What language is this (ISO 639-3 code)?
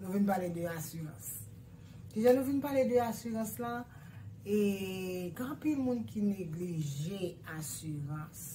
hat